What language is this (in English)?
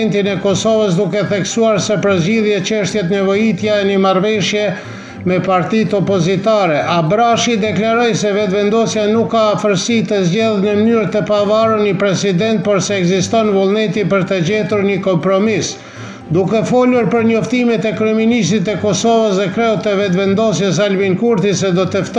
Albanian